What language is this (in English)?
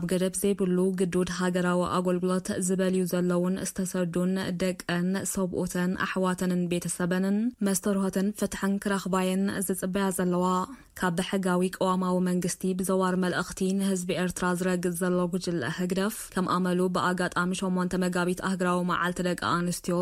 Tigrinya